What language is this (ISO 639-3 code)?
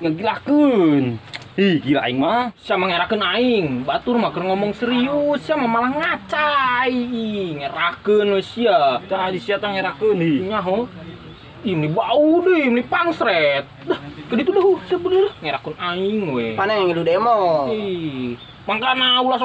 sun